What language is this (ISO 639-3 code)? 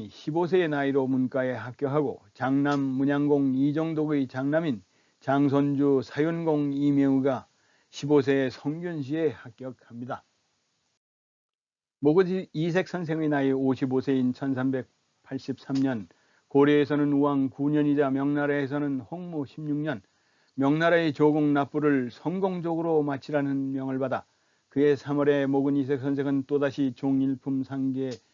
kor